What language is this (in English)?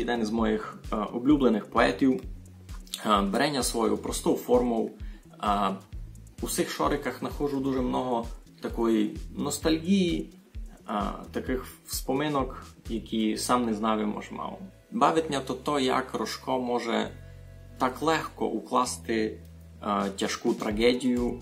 Rusyn